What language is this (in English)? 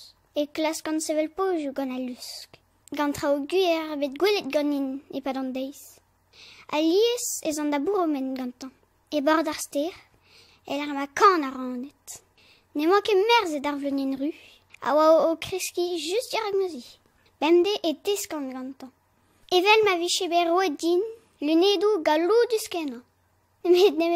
Breton